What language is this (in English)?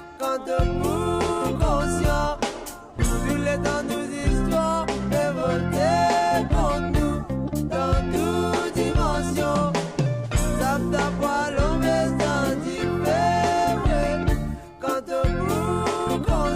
Morisyen